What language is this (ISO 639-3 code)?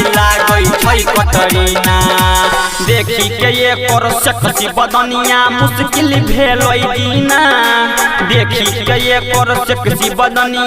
mai